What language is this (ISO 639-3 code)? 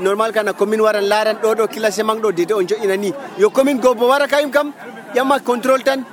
fuv